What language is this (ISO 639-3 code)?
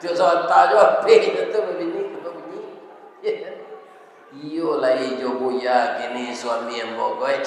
min